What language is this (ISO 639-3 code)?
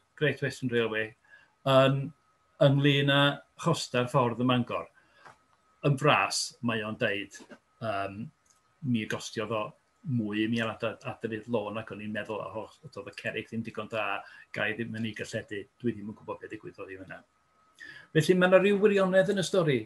cym